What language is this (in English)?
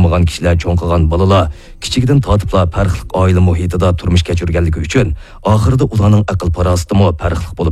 Uyghur